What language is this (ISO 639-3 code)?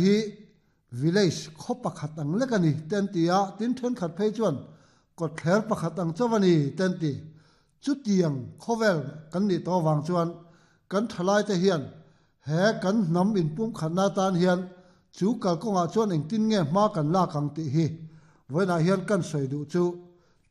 lus